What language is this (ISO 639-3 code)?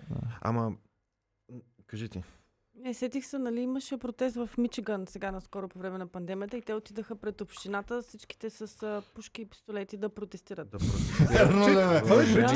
bul